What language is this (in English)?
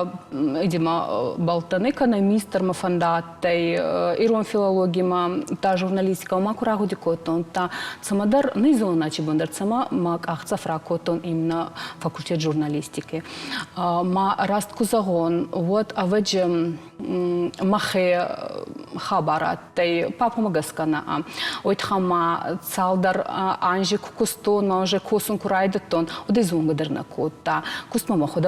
Ossetic